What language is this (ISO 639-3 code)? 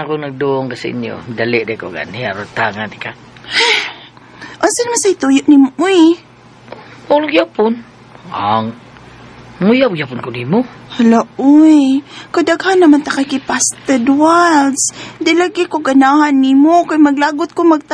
ceb